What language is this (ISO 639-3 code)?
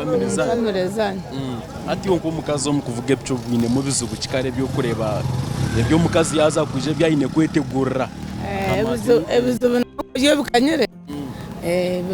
nyn